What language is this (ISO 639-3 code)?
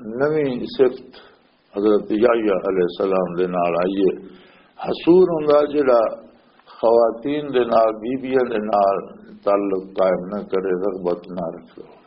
lah